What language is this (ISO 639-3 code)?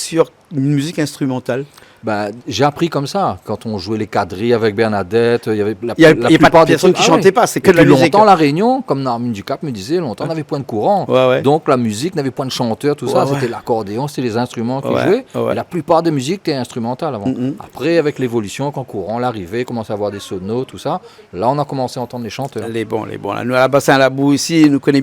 rcf